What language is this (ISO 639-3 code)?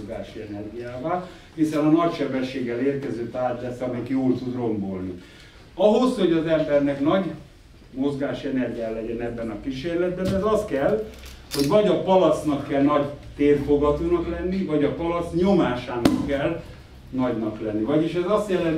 hun